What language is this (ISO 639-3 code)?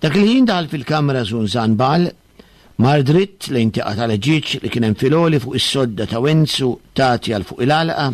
mlt